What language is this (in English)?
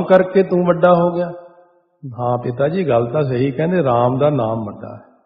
Punjabi